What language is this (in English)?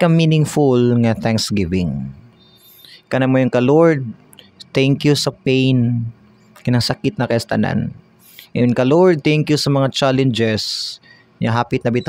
Cebuano